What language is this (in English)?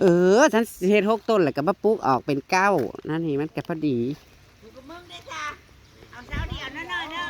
Northeastern Thai